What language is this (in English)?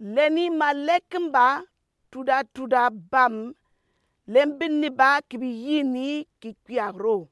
Gourmanchéma